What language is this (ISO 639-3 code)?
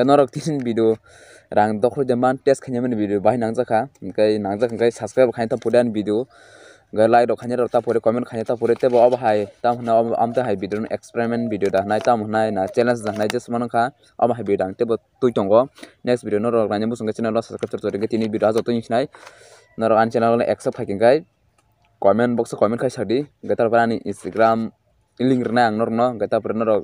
trp